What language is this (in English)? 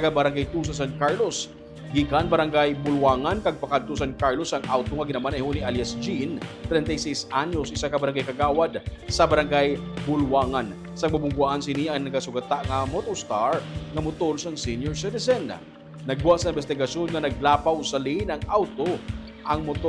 Hiligaynon